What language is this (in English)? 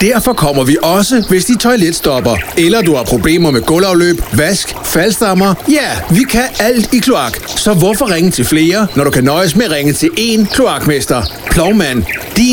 Danish